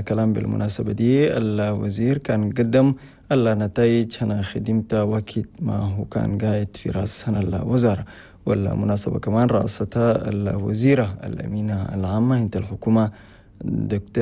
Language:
Chadian Arabic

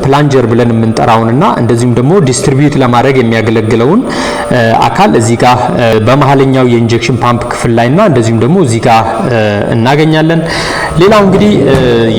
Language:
Amharic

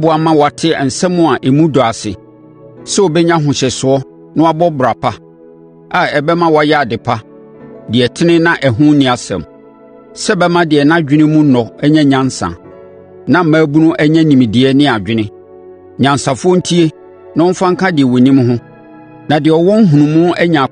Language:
Akan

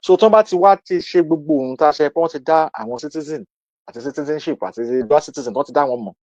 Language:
Yoruba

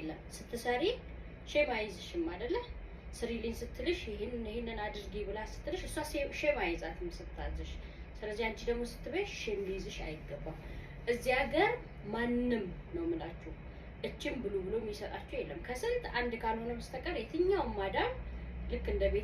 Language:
Amharic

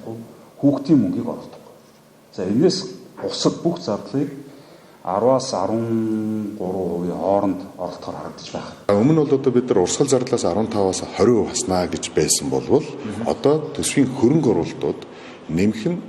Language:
Mongolian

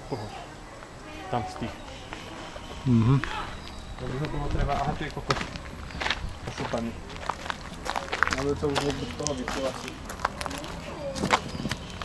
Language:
Slovak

